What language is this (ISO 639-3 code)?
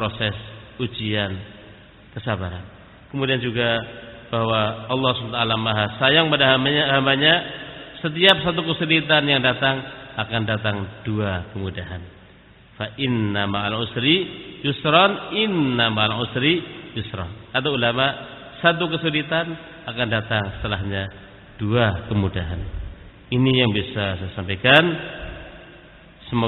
ind